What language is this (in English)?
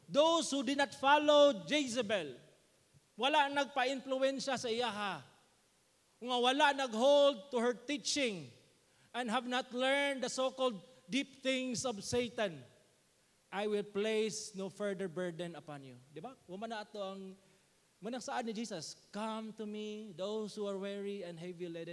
Cebuano